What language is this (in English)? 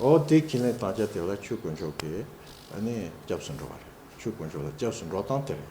Tibetan